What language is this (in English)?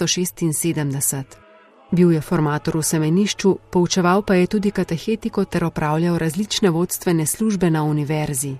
Slovenian